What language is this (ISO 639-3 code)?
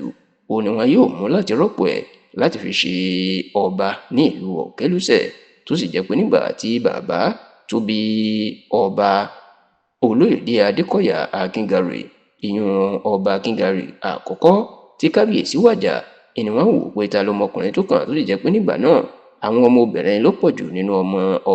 yor